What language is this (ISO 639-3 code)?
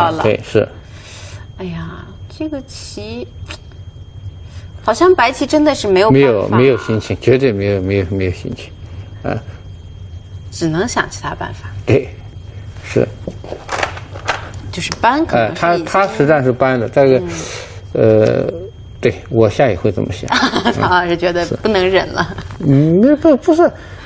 zho